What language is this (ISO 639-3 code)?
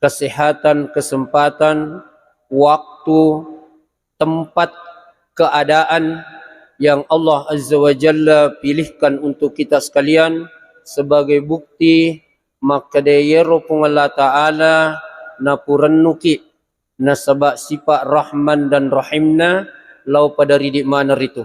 bug